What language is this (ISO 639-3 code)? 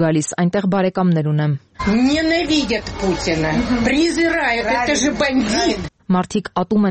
hye